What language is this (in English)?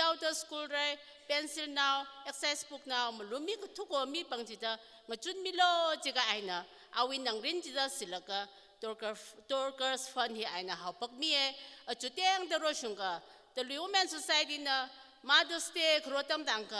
Tangkhul Naga (India)